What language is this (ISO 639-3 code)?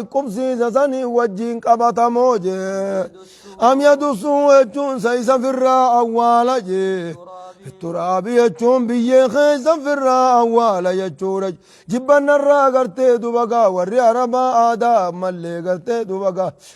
orm